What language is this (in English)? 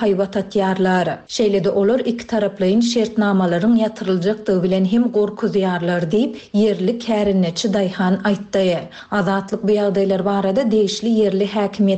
Turkmen